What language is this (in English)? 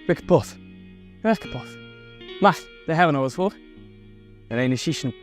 Western Frisian